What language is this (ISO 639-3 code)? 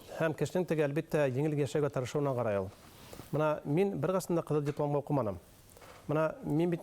bak